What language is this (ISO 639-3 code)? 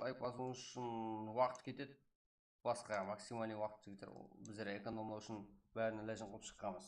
kaa